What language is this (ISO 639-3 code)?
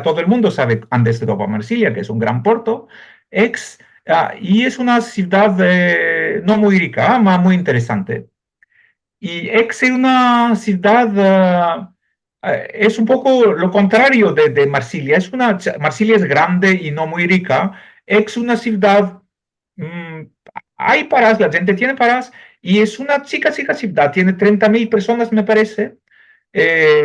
lad